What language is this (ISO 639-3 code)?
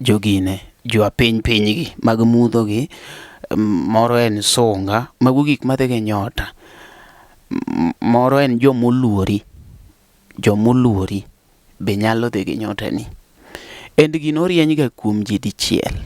luo